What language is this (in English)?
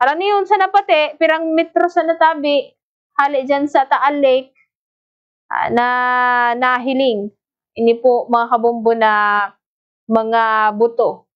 Bikol